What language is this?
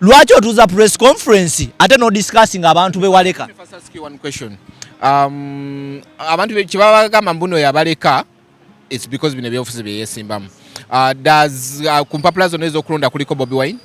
Ganda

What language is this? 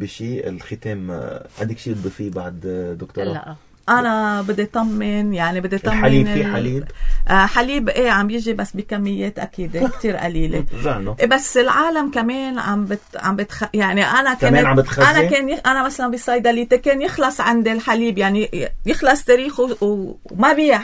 North Levantine Arabic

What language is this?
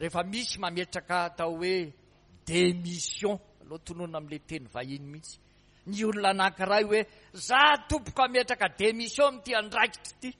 Malagasy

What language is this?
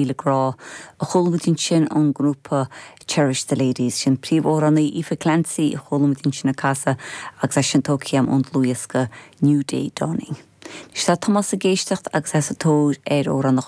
Irish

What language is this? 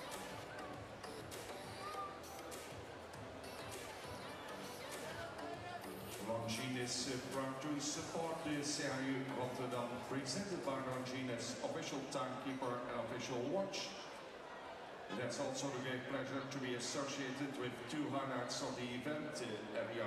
English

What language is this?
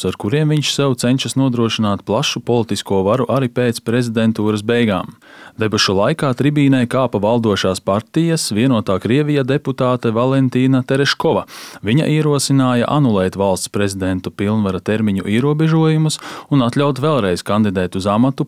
Latvian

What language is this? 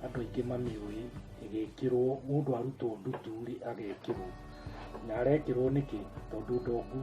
Kikuyu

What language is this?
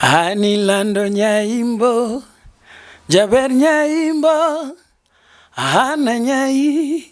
Luo (Kenya and Tanzania)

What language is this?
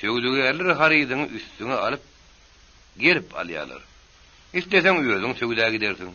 Turkmen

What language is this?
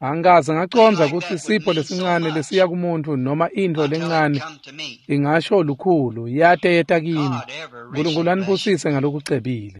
Swati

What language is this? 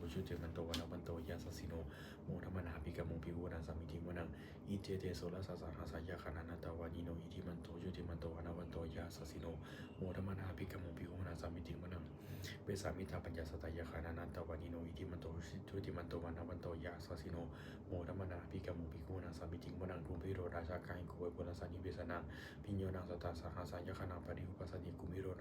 Pali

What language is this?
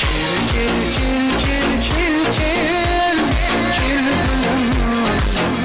Kara-Kalpak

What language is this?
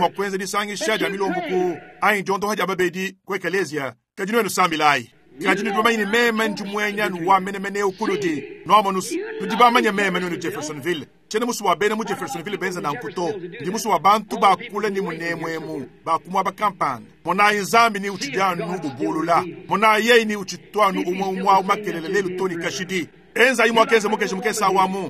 Luba-Lulua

